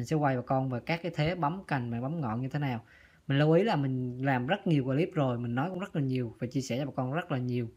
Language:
Vietnamese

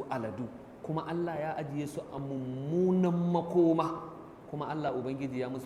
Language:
Hausa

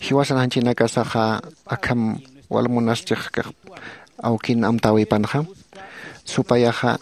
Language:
Aymara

